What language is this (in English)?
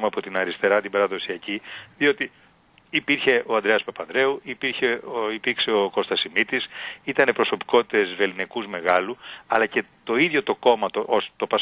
Greek